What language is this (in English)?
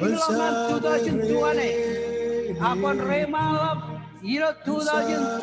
Marshallese